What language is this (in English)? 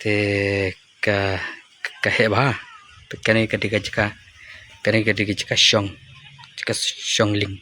Khasi